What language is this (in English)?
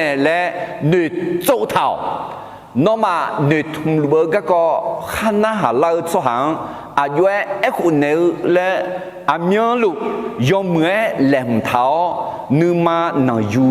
Akha